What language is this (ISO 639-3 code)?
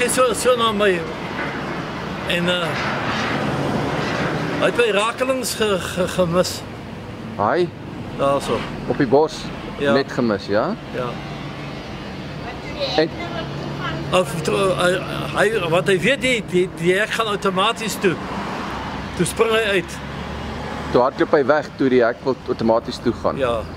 afr